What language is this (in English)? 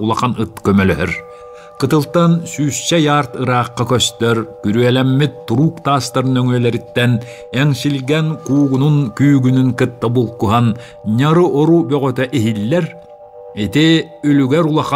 Yakut